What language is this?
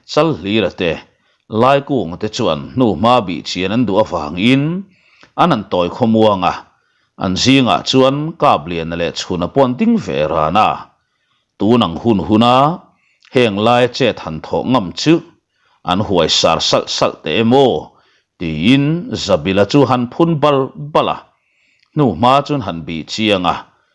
Mizo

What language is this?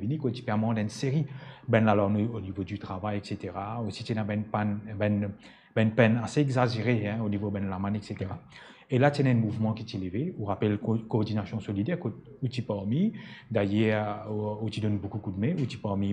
Morisyen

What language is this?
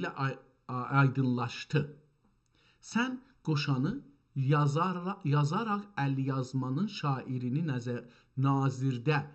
South Azerbaijani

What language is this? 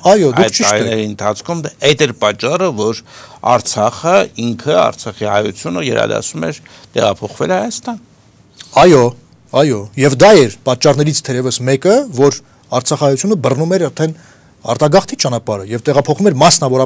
Armenian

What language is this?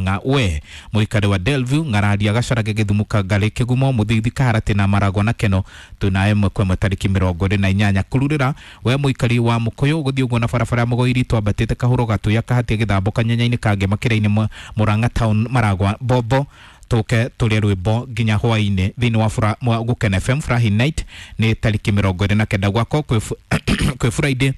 Kikuyu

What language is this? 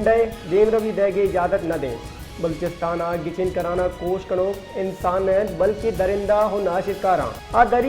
Baluchi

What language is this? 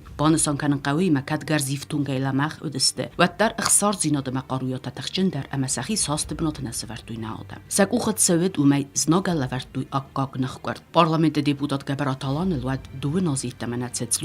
Ossetic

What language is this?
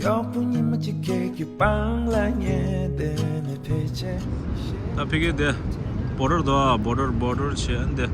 Tibetan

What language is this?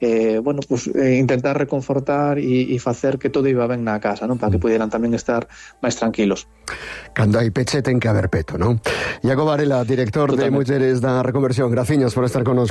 Galician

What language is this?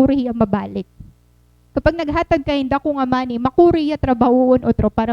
Waray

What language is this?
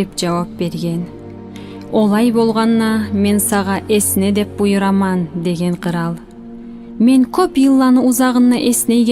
Kumyk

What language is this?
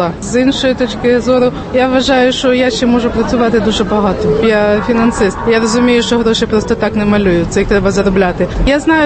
Ukrainian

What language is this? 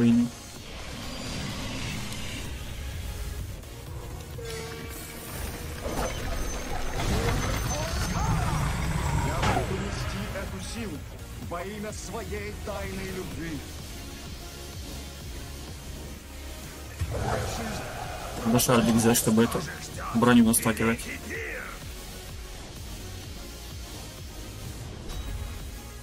Russian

